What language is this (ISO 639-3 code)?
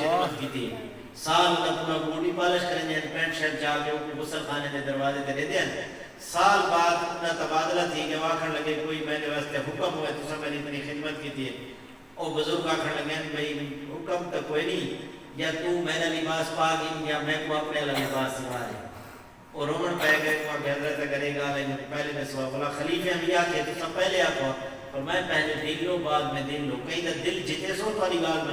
skr